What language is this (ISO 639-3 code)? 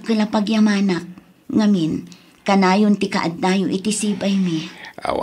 ilo